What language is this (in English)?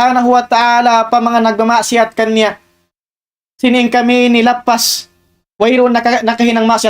Tausug